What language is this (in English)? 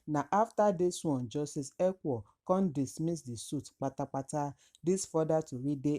Nigerian Pidgin